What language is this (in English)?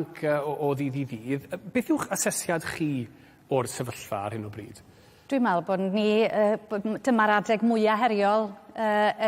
Welsh